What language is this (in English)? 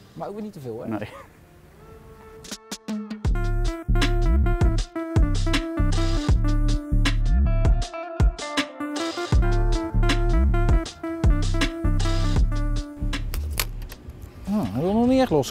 Dutch